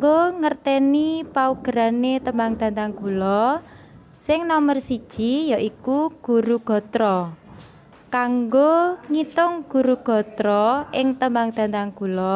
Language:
Javanese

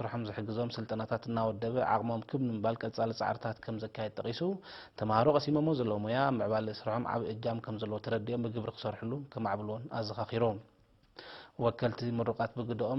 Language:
Tigrinya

